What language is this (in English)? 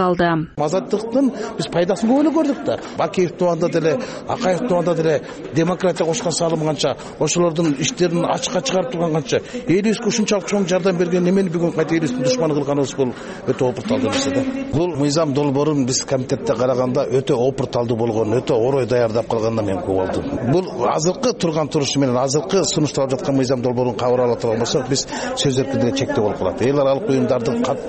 Kyrgyz